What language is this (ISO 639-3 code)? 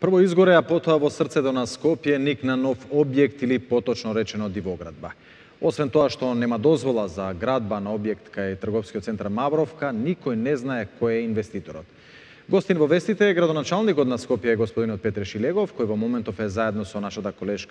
mkd